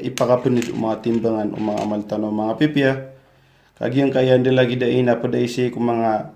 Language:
Maranao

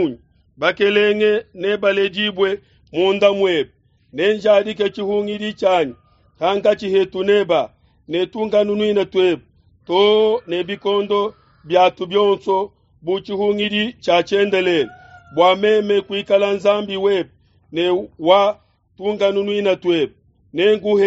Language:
Luba-Lulua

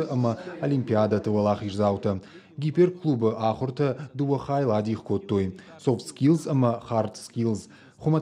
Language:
Ossetic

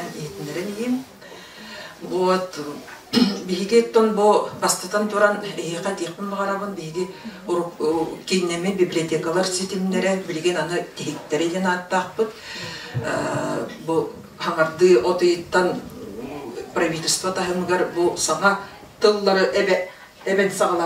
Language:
Yakut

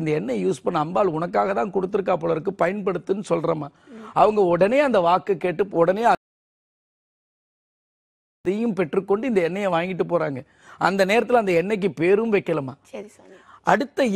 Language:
Tamil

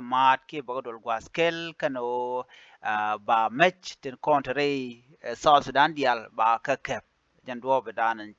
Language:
Nuer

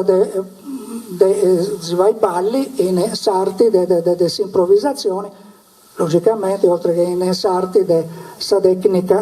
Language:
Sardinian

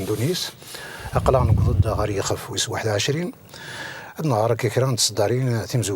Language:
Kabyle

